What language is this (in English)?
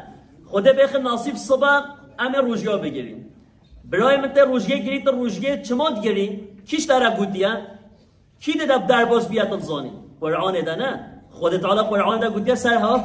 Kurdish